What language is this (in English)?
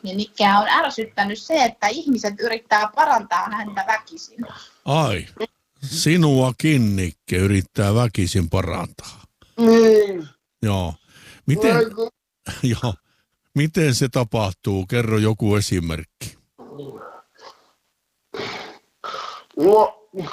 Finnish